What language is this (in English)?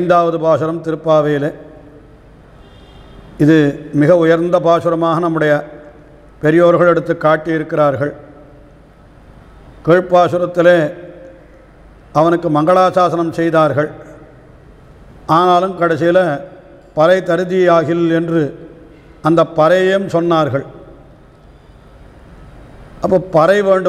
Tamil